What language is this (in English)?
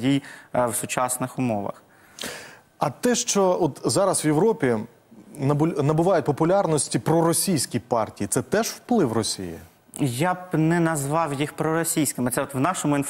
Ukrainian